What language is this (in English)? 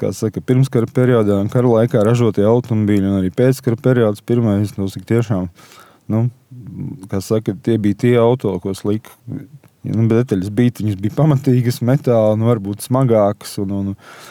Latvian